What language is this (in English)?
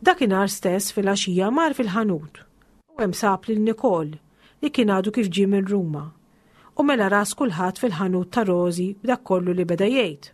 Maltese